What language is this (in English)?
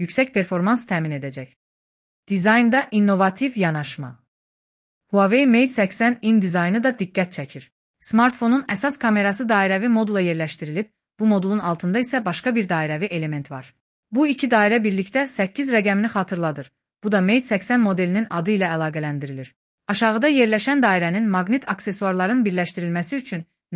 Azerbaijani